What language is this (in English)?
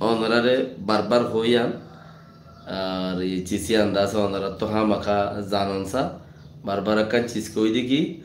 Rohingya